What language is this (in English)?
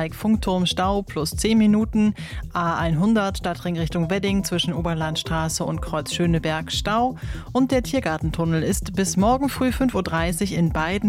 German